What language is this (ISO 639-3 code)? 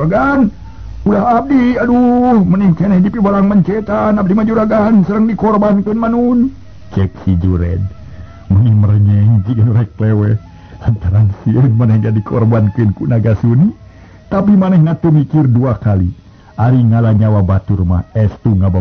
sun